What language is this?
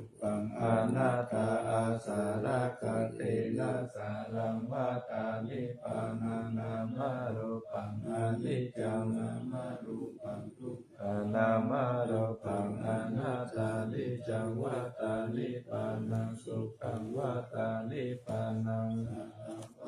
Pali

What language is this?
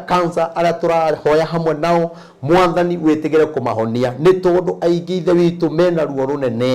Kikuyu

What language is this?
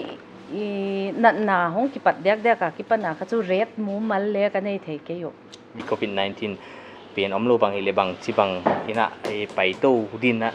Paite Chin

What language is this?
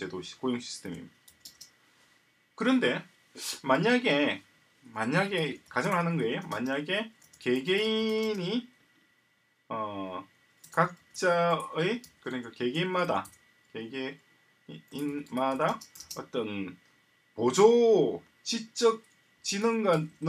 Korean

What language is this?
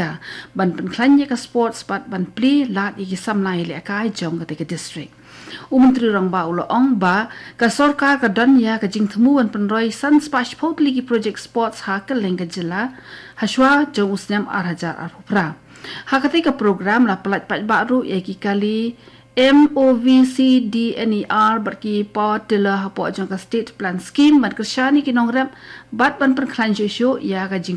Khasi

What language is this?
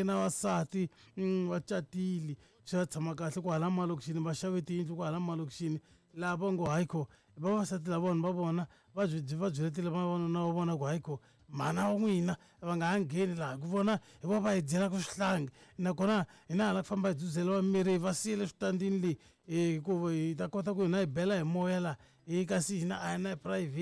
Tsonga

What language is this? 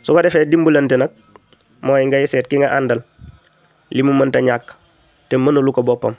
Wolof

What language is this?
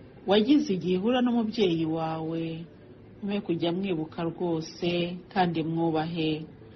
Kinyarwanda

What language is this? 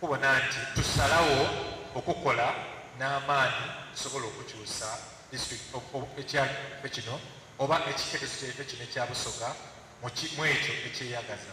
Soga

